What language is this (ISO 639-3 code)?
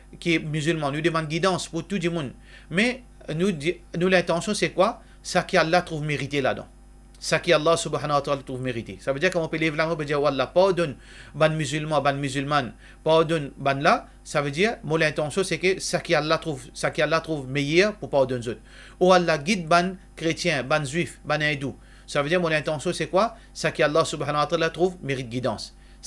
mfe